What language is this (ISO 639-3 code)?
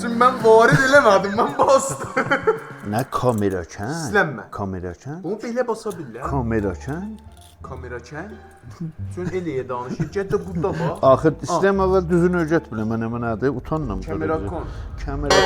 azb